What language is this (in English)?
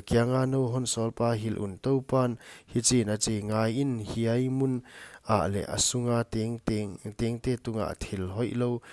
Paite Chin